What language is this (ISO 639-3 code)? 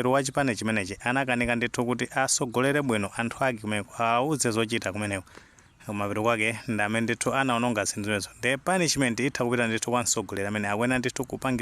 nya